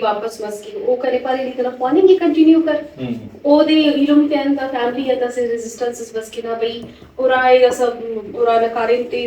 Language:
Brahui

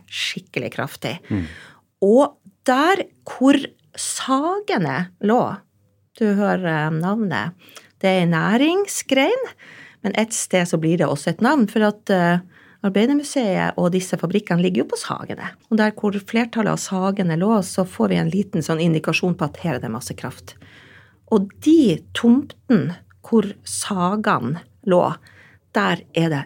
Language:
Norwegian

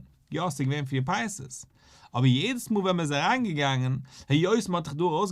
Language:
Yiddish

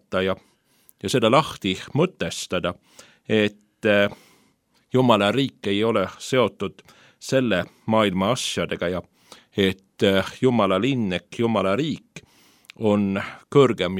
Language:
Estonian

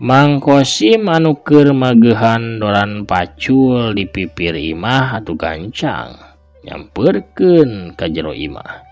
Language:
Sundanese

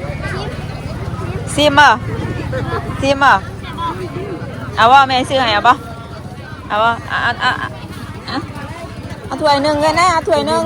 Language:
Northeastern Thai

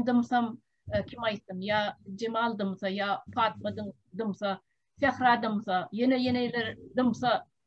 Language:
Turkmen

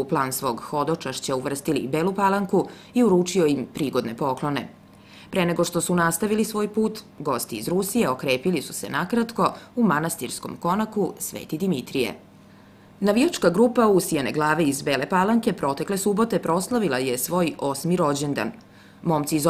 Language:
Serbian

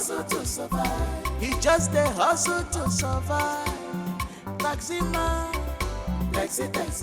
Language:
Nigerian Pidgin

